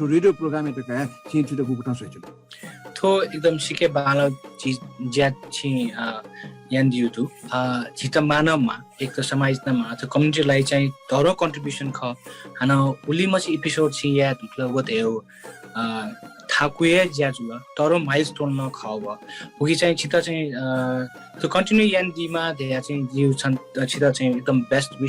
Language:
Newari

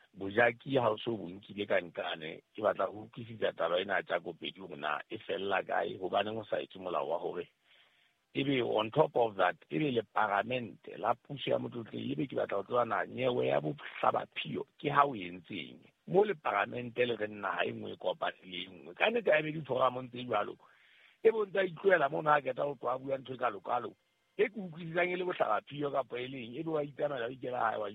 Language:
Southern Sotho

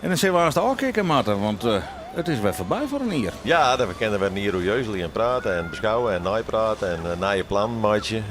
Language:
Western Frisian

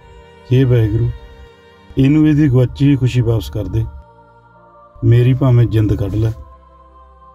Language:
Punjabi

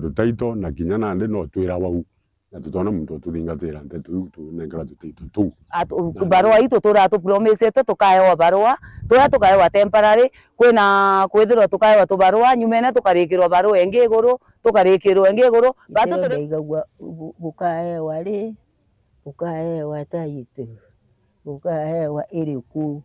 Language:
Meru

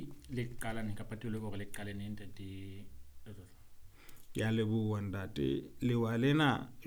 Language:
Southern Sotho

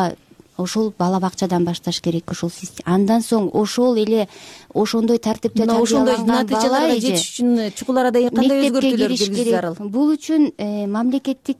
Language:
Kyrgyz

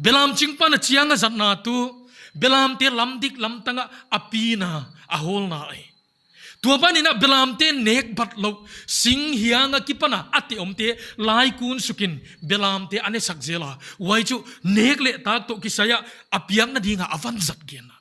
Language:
Paite Chin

